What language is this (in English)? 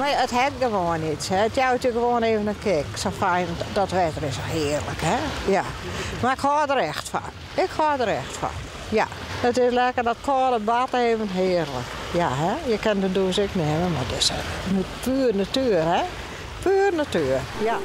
Western Frisian